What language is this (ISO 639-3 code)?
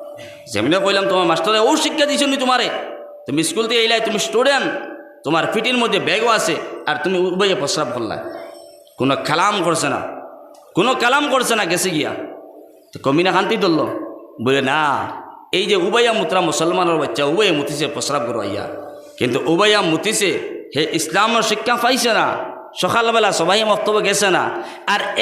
syl